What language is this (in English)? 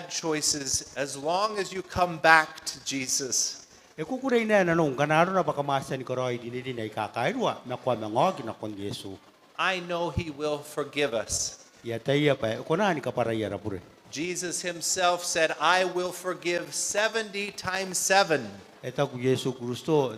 Gilbertese